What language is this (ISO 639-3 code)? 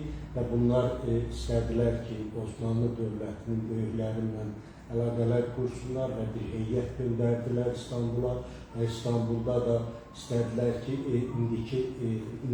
aze